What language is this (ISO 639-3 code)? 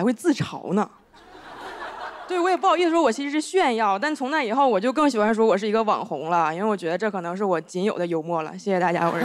zho